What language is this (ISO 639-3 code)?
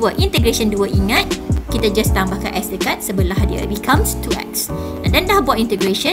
msa